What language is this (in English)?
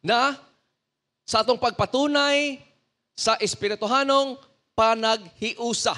Cebuano